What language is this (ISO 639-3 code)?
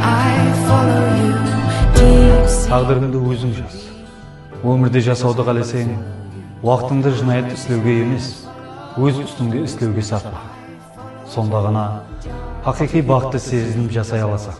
kaa